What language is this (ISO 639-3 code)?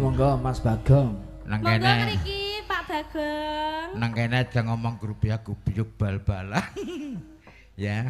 jav